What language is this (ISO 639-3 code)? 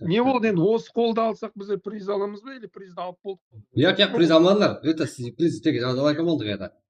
kaa